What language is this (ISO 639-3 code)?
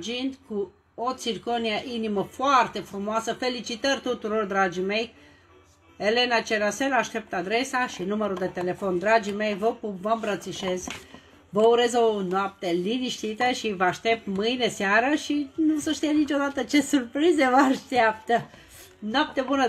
ron